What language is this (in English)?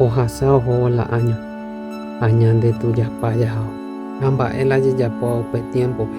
Guarani